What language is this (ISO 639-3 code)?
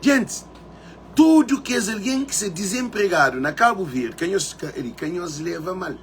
kea